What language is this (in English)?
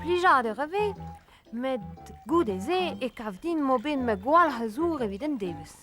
Breton